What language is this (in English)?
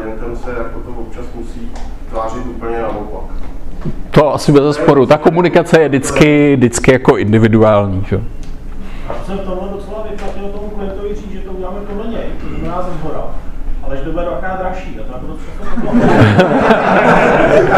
Czech